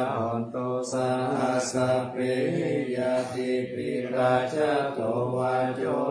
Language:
Pali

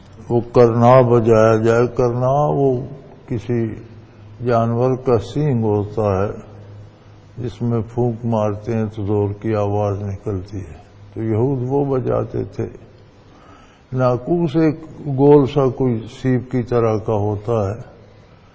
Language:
Urdu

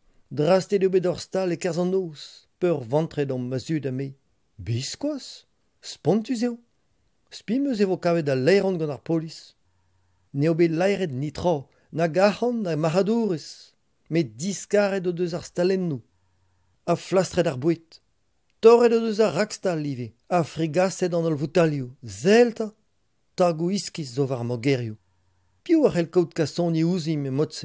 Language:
Breton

